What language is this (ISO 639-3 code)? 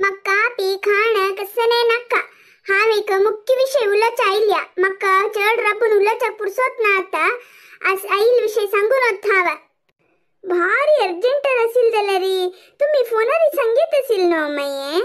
kok